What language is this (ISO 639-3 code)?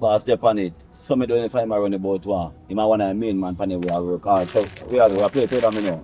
jam